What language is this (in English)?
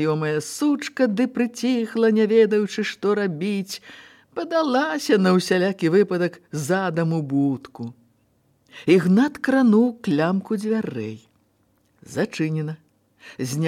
Belarusian